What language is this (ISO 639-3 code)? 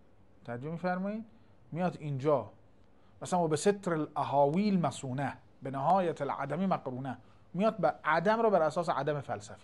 fas